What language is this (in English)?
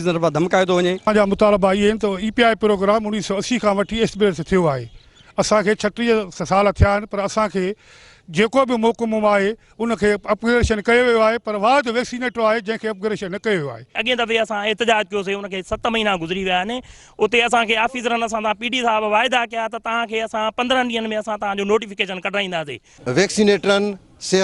Sindhi